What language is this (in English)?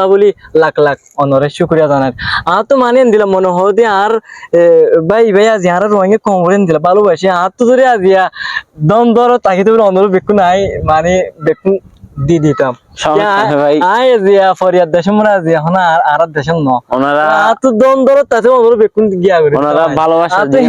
Rohingya